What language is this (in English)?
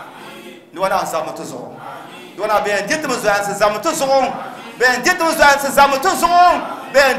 Dagbani